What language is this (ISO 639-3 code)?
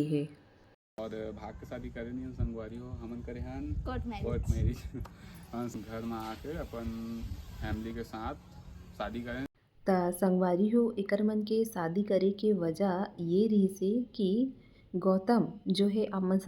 hne